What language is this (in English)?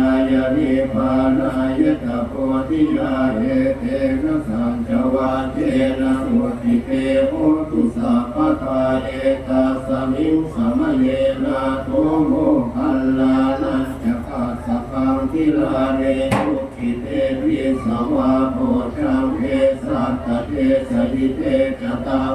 Pali